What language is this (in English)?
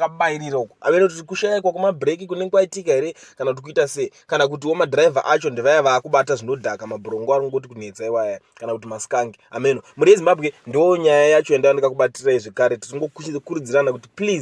Shona